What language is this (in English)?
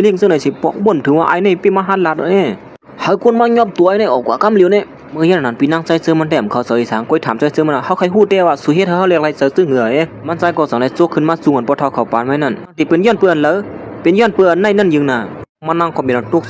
Shan